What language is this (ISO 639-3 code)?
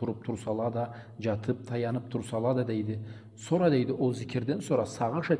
krc